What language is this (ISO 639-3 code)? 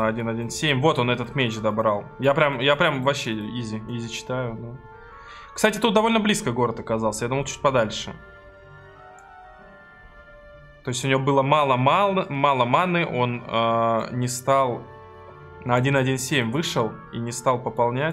rus